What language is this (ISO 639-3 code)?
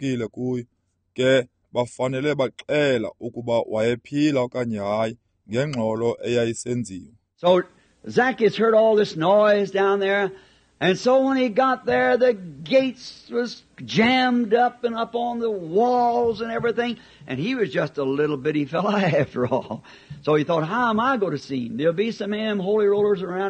xho